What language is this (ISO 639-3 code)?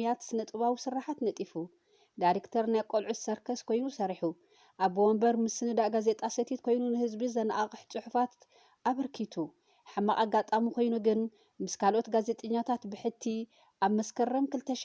tir